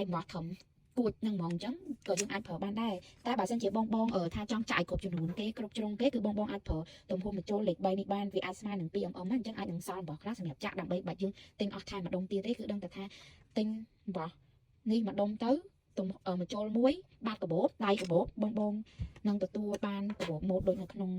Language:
Khmer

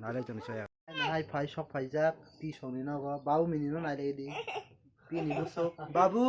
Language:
Kok Borok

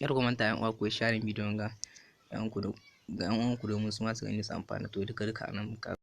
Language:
Hausa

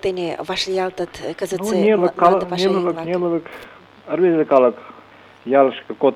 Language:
Mari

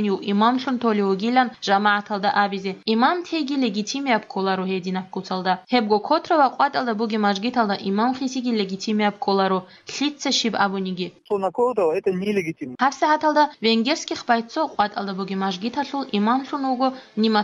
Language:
Georgian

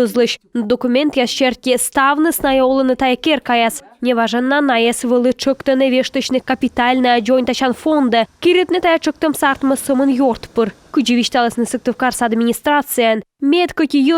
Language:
Komi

